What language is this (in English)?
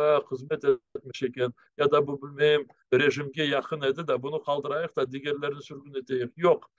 Crimean Tatar